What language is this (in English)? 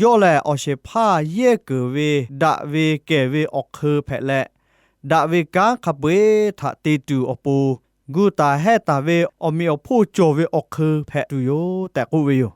Lahu